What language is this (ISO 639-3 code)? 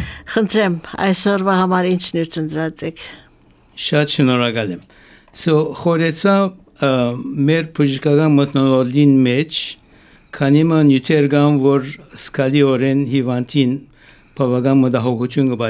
hye